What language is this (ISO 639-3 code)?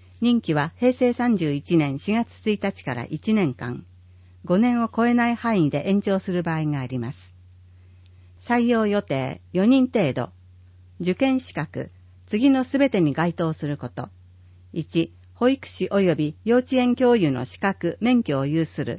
jpn